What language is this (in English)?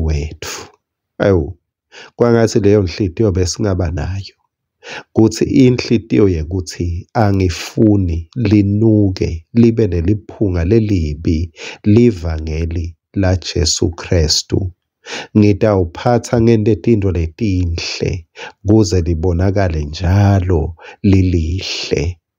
Swati